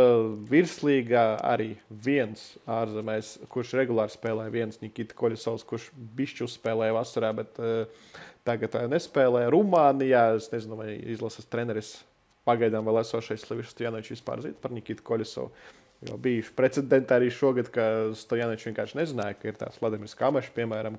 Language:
Latvian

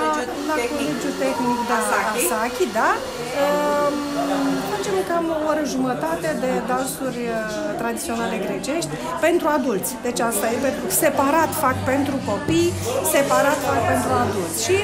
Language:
Romanian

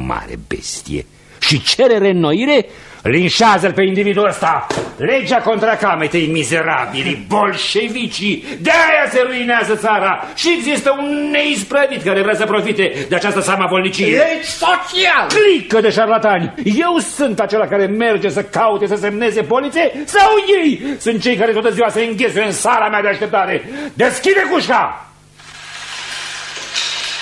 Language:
Romanian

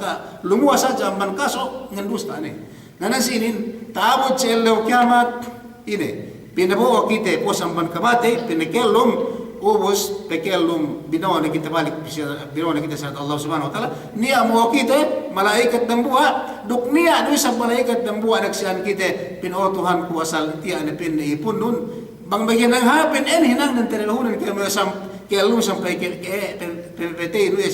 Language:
Yakan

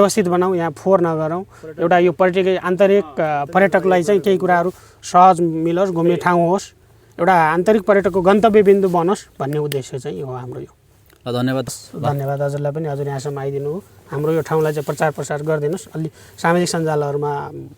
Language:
Nepali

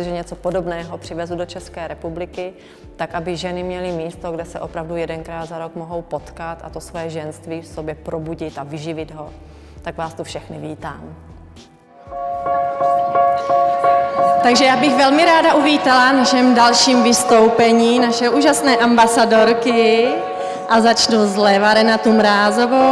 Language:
Czech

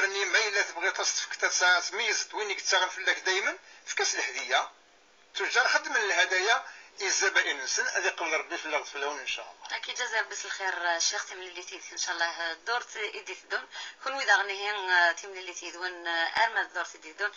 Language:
Kabyle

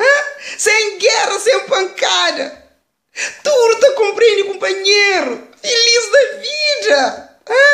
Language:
Kabuverdianu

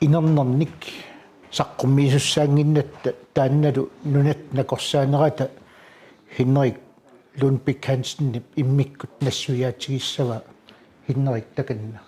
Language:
Kalaallisut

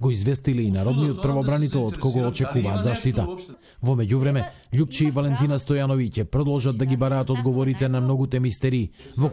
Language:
Macedonian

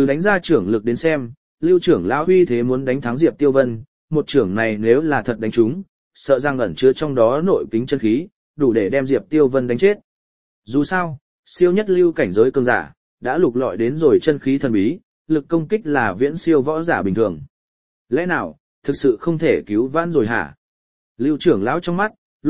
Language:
Vietnamese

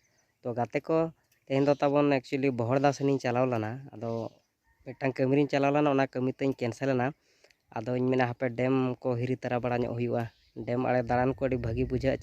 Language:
Santali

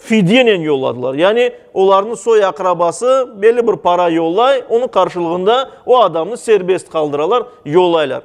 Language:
Crimean Tatar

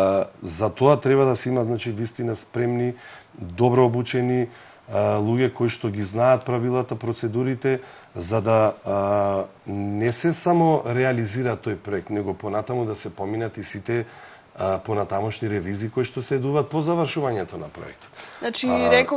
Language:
Macedonian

